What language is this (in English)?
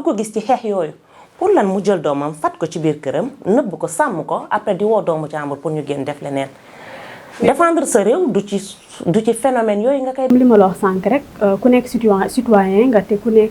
Wolof